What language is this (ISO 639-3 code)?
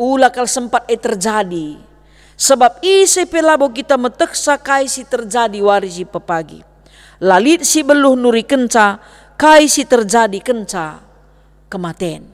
btx